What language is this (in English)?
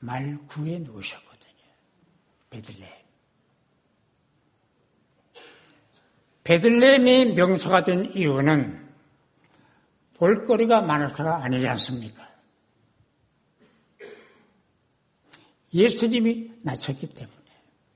Korean